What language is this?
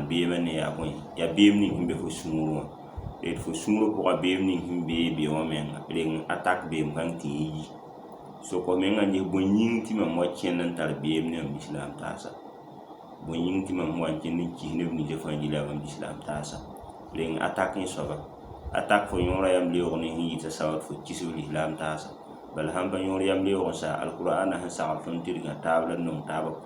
Mossi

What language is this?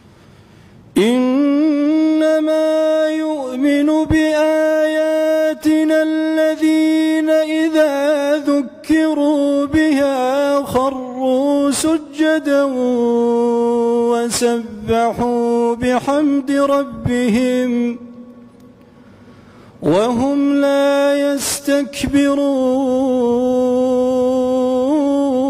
Arabic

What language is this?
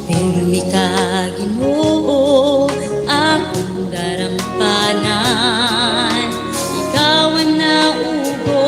Waray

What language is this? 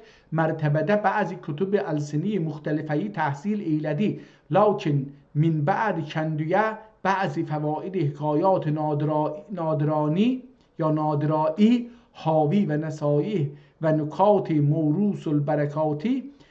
South Azerbaijani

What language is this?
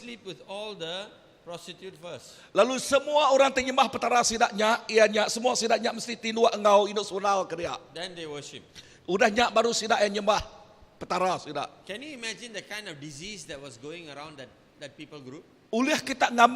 Iban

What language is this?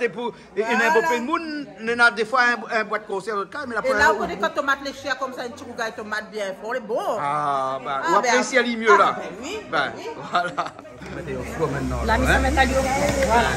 Réunion Creole French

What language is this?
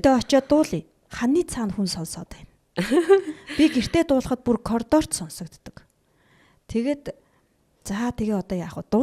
Mongolian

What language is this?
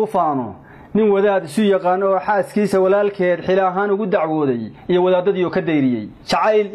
Somali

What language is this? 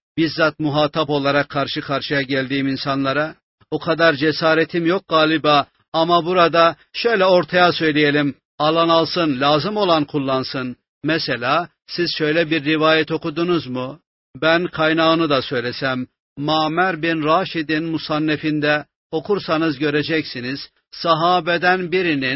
Turkish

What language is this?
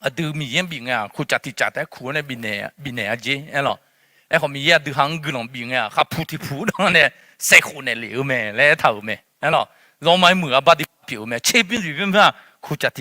Akha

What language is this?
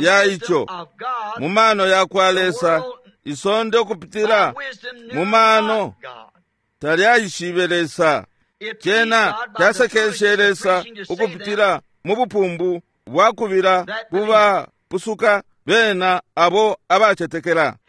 Bemba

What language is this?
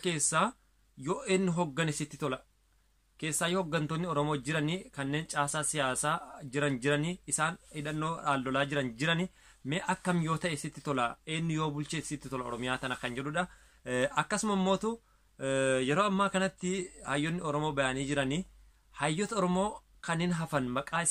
Oromo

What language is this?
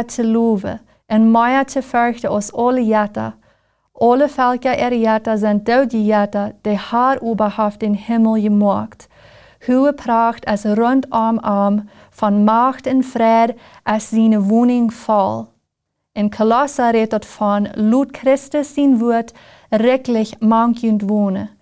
Plautdietsch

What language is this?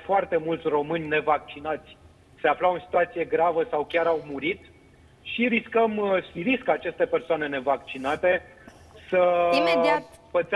Romanian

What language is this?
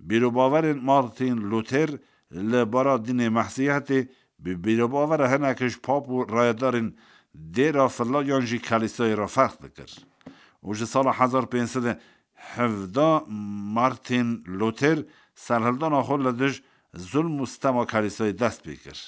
Kurdish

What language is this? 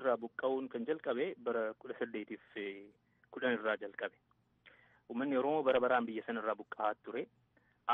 Oromo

